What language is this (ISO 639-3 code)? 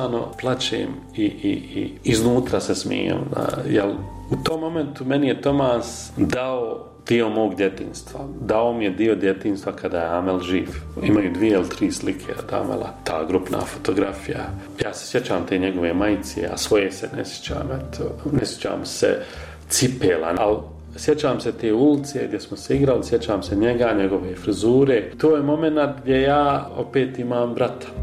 bos